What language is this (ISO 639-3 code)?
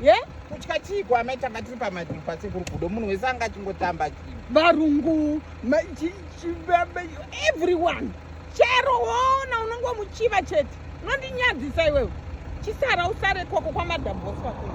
sna